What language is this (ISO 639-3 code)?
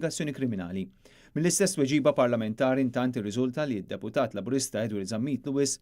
mlt